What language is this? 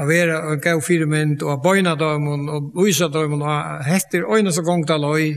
Faroese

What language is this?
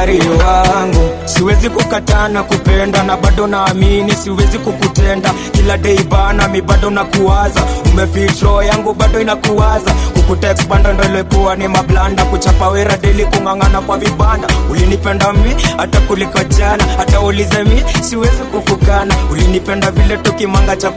Swahili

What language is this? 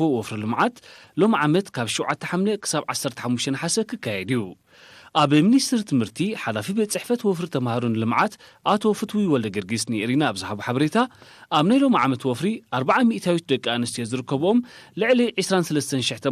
Tigrinya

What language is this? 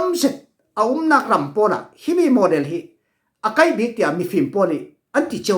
Falam Chin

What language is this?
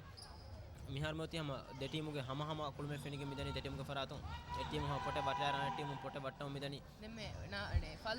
Divehi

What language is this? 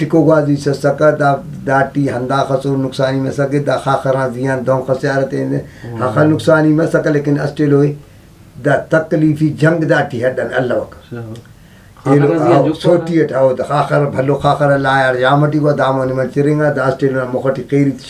Brahui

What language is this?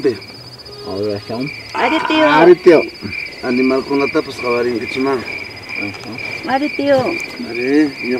Ayacucho Quechua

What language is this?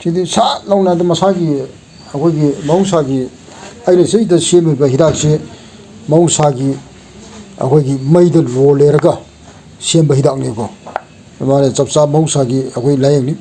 Manipuri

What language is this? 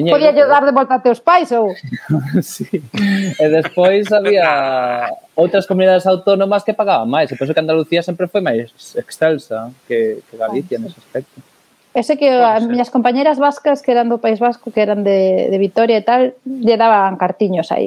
Galician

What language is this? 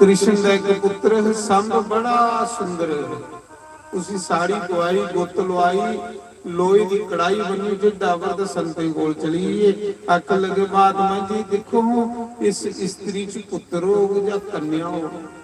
Dogri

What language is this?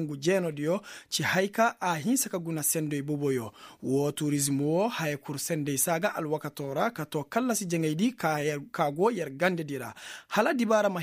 Koyraboro Senni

